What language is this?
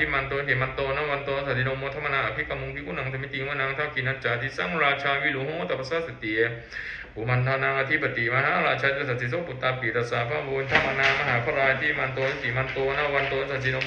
Pali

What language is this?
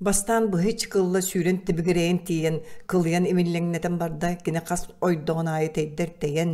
Yakut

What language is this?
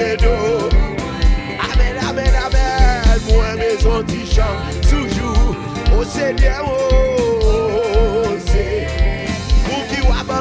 French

